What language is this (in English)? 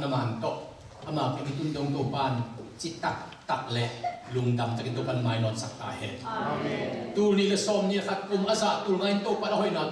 Tedim Chin